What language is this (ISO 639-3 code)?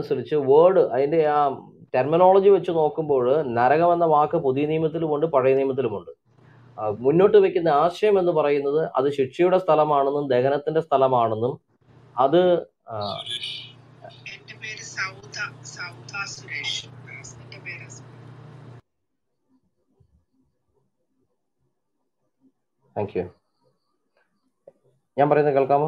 mal